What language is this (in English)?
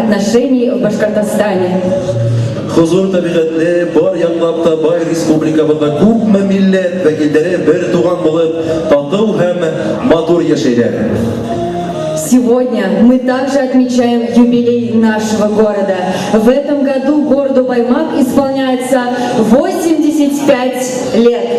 Bashkir